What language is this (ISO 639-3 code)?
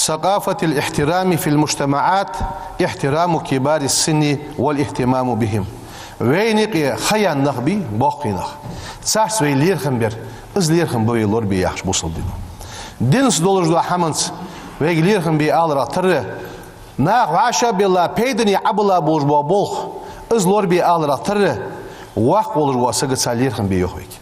inh